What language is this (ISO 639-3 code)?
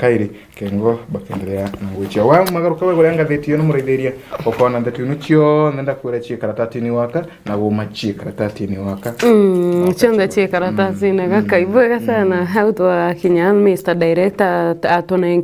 mer